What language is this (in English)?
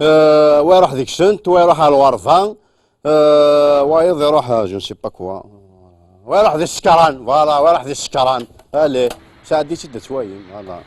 Kabyle